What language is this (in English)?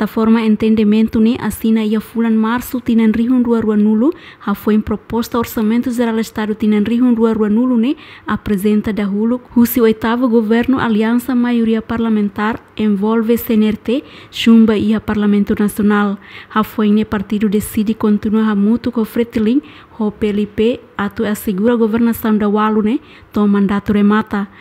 Tetum